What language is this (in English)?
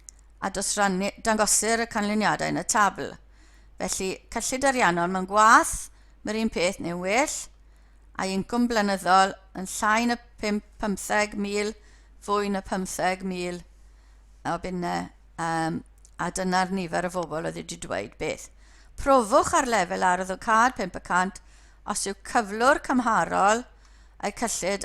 Welsh